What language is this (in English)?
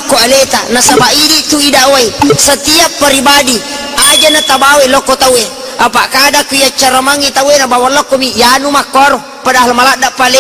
Buginese